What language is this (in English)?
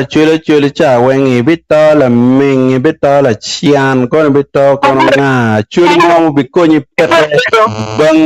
Acoli